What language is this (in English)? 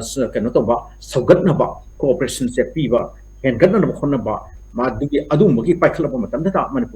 Manipuri